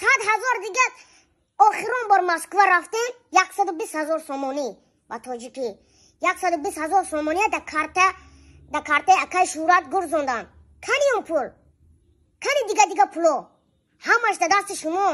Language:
Tajik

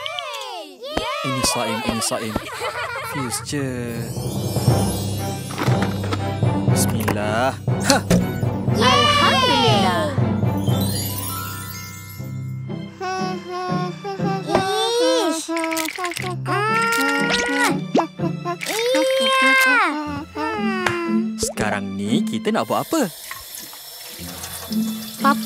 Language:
Malay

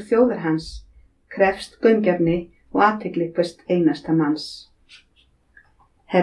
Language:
Icelandic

